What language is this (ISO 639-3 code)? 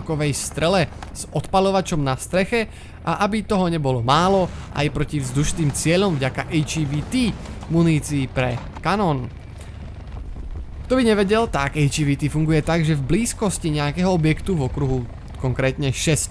slk